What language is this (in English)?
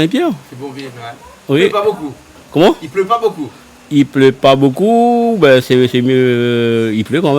Réunion Creole French